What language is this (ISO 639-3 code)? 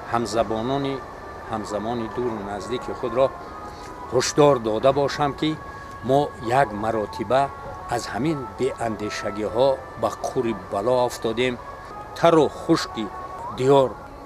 tgk